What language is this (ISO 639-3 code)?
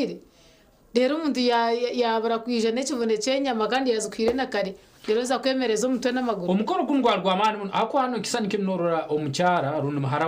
nyn